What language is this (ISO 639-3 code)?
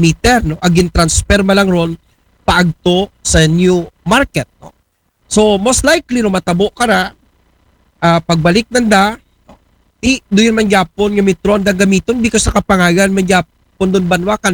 akl